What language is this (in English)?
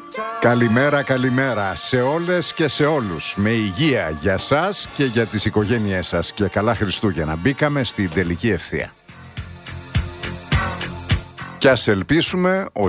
Greek